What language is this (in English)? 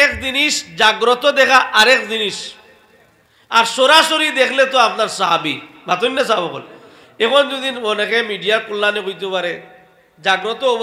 Sylheti